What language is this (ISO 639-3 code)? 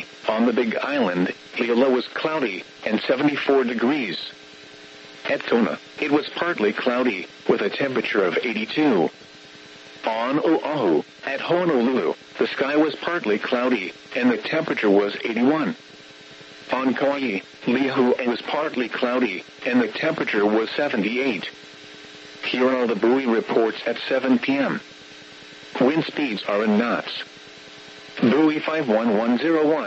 eng